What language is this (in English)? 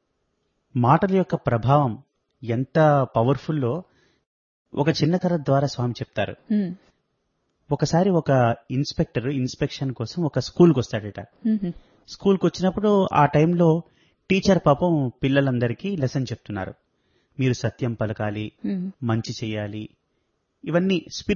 Telugu